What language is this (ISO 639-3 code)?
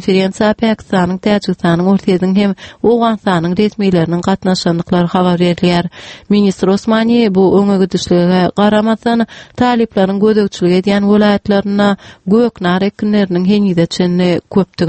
tuk